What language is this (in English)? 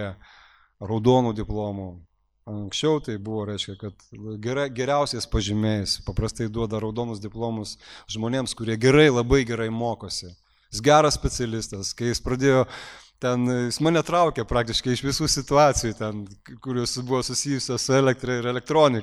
Lithuanian